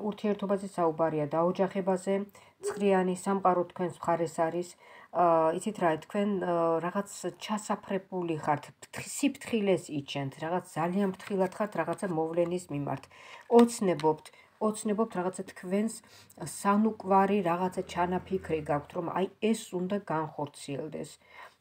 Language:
Georgian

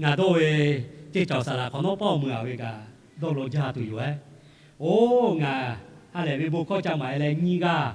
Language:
Lahu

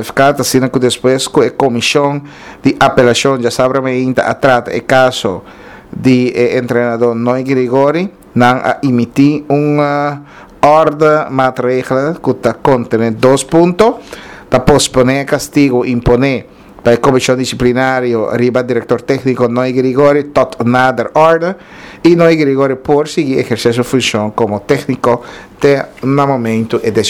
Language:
Papiamento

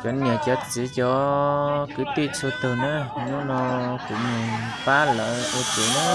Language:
Hmong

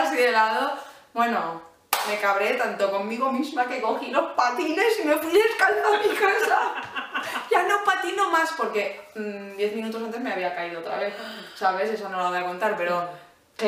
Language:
Spanish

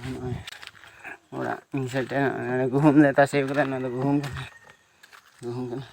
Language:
Santali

